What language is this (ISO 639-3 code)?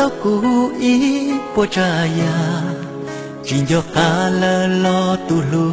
hmn